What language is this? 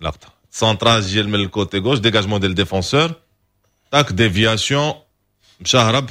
Moroccan Arabic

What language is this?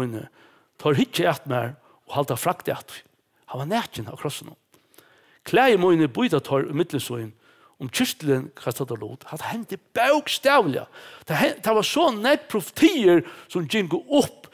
Faroese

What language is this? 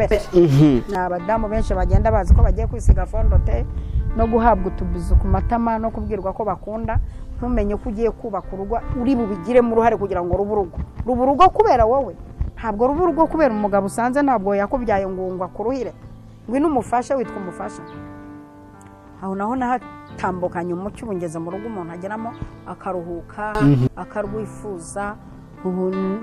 Kinyarwanda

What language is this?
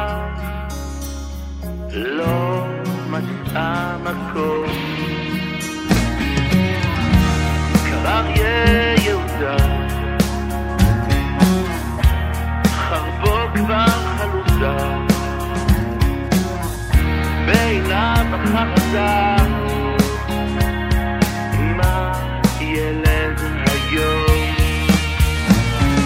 Hebrew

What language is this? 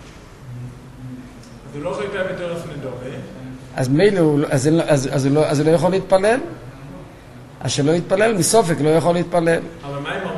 Hebrew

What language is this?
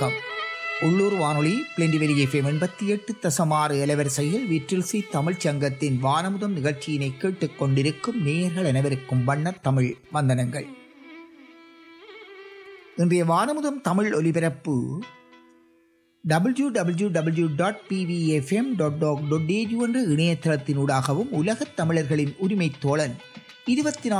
Tamil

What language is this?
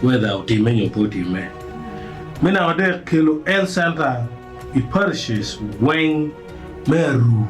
Acoli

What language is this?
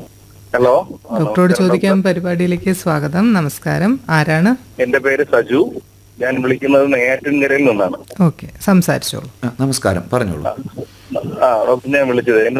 Malayalam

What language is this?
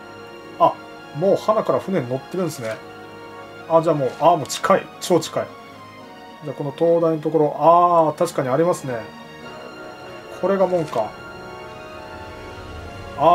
Japanese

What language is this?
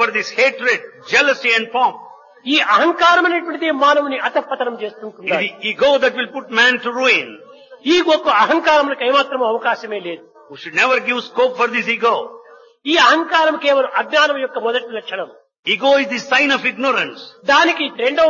Telugu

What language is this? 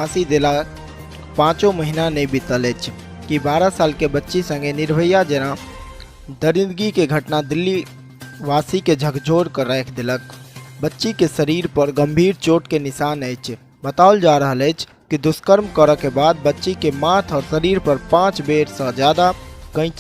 Maithili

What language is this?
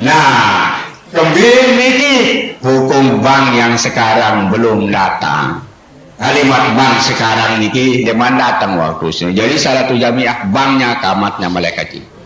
Sasak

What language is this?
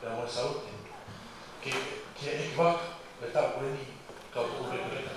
Tongan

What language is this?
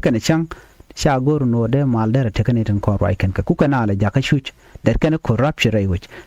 Nuer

